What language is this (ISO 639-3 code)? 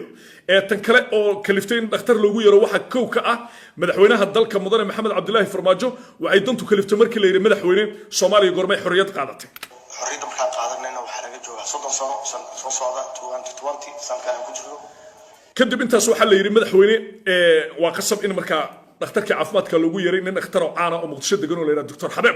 som